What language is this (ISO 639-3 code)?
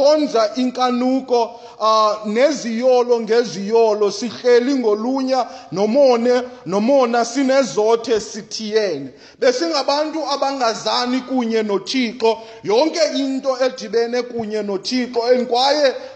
xho